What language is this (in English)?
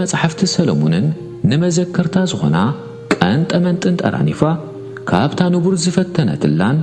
Tigrinya